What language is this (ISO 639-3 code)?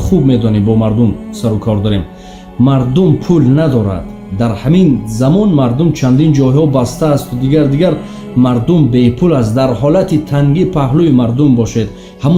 tgk